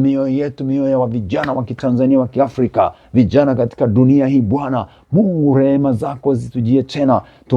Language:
Swahili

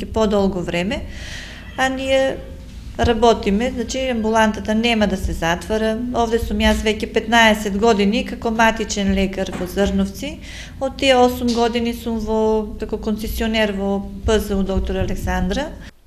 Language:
Macedonian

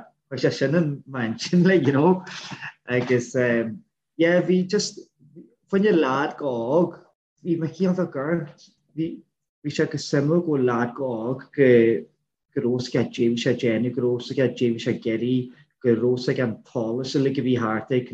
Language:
Irish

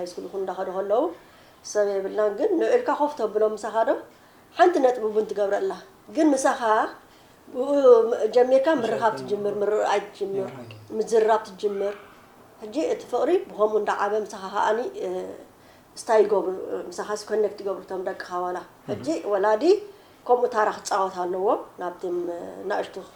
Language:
Tigrinya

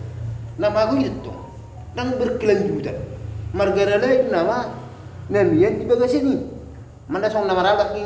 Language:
Batak Toba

